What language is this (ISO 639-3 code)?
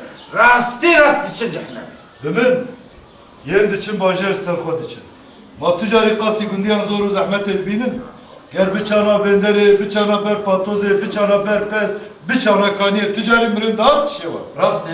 kur